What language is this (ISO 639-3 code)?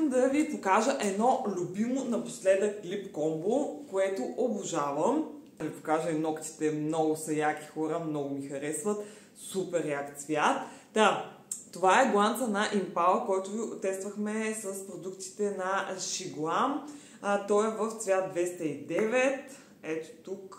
bul